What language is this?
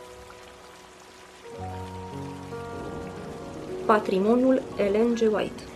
Romanian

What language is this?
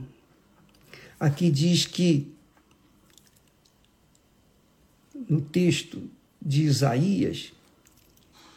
Portuguese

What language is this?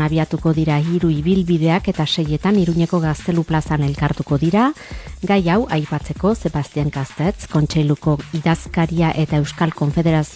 Basque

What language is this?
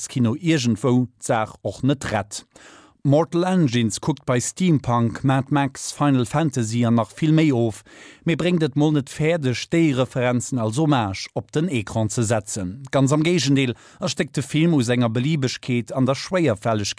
Luxembourgish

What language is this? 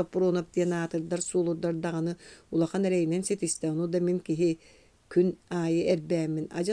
Yakut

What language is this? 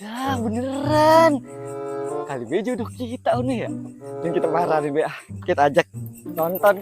Betawi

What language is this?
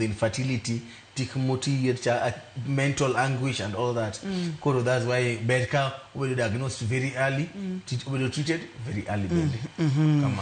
Luo (Kenya and Tanzania)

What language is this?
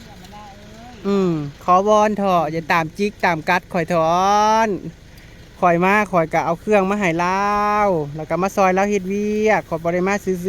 Lao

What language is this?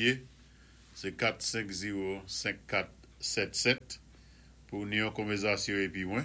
Saint Lucian Creole French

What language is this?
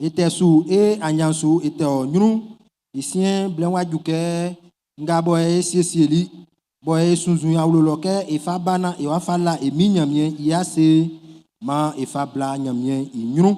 Baoulé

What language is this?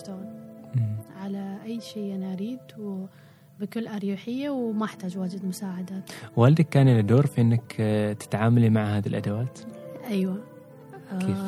Gulf Arabic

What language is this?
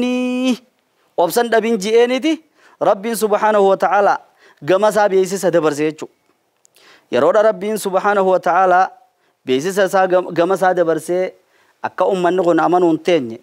Oromo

